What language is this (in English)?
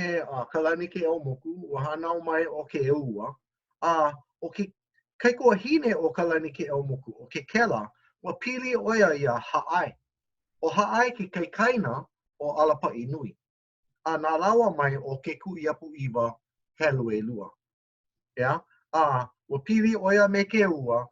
Hawaiian